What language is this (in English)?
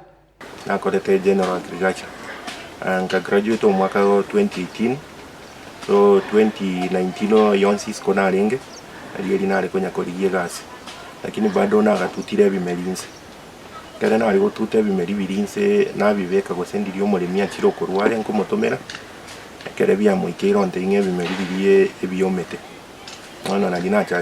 Gusii